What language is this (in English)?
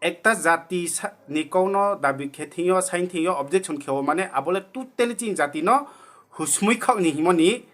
Riang (India)